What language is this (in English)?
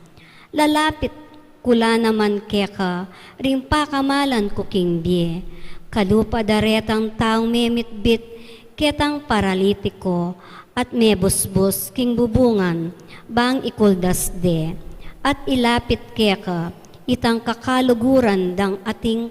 Pampanga